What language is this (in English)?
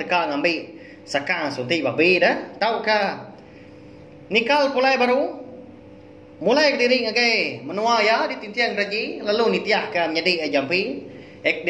Iban